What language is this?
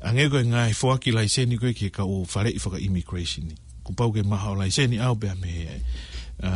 Tongan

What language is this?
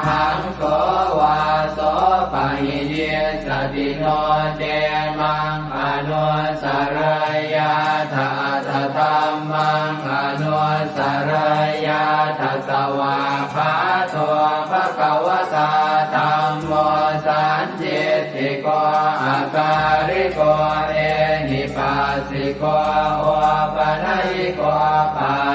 Pali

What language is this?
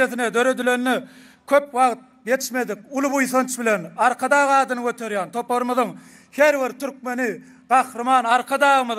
Turkmen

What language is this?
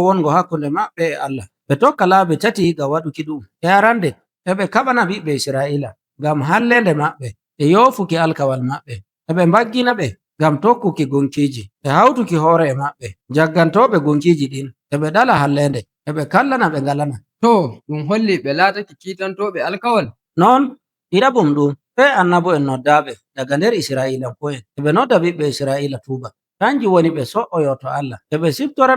Nigerian Fulfulde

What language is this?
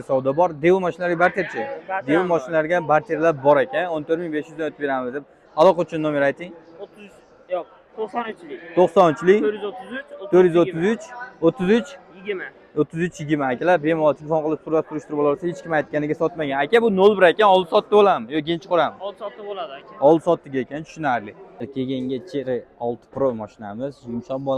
Uzbek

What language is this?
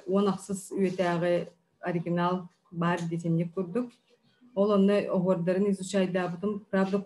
Yakut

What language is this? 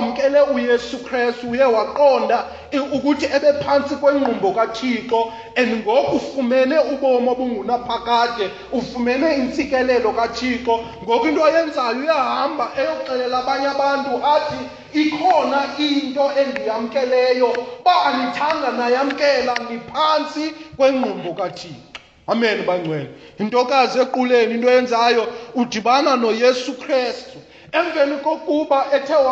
Xhosa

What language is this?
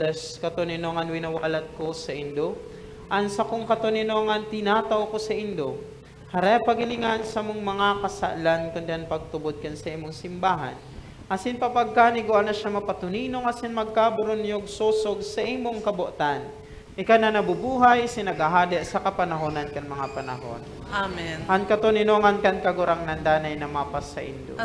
Bikol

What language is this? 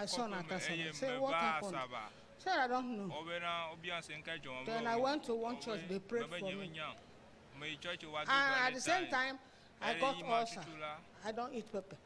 Ewe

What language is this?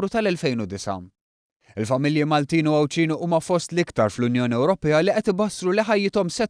Maltese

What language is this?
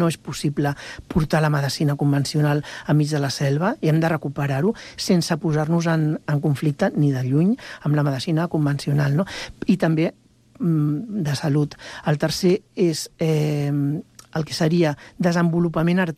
Catalan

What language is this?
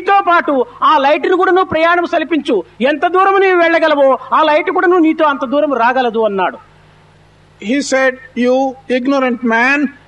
Telugu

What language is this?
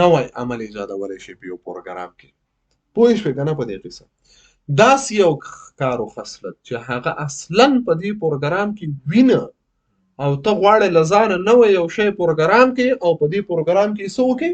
Pashto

